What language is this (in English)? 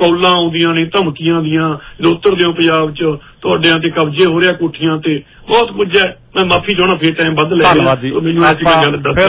Punjabi